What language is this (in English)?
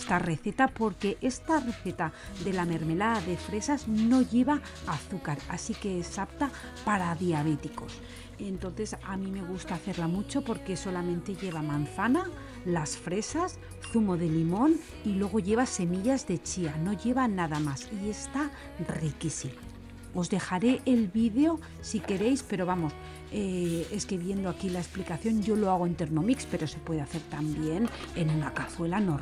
Spanish